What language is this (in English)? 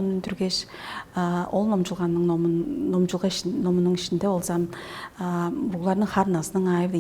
Tuvinian